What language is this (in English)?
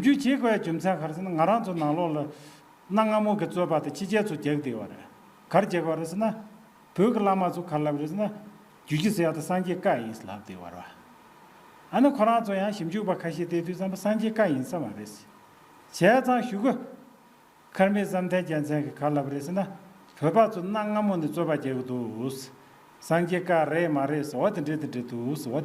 Tibetan